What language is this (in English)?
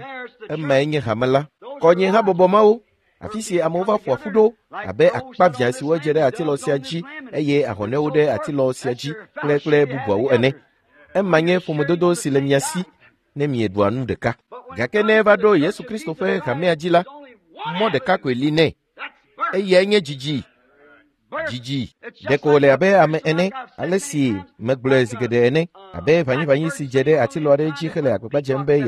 Ewe